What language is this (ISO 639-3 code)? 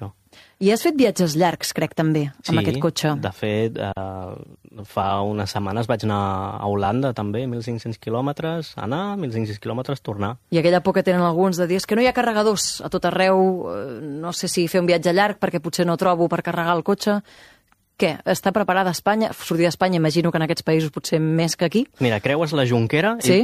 cat